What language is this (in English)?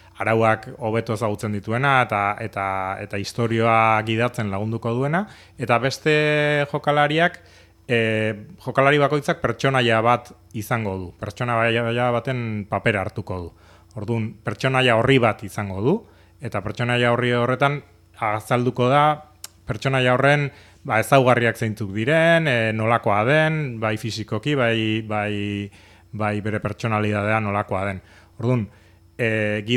Basque